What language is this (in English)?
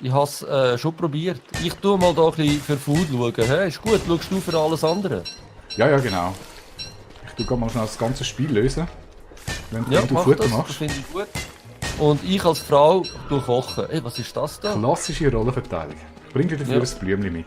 Swiss German